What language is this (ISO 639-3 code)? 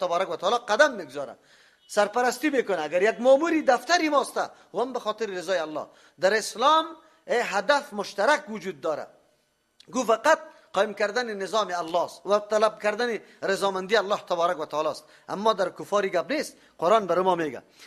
fas